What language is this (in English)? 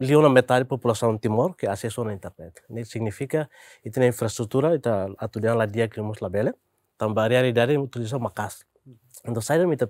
Tetum